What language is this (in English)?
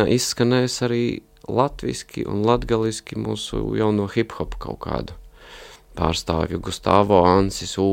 Latvian